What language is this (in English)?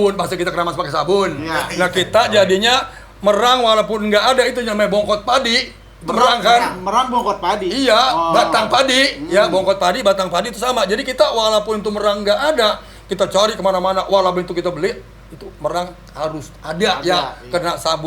Betawi